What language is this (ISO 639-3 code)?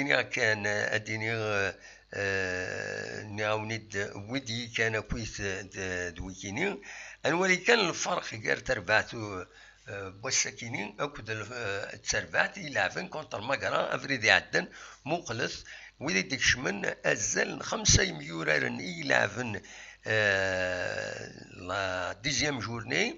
kab